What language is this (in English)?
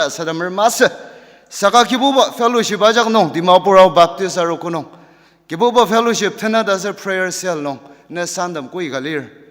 Ao Naga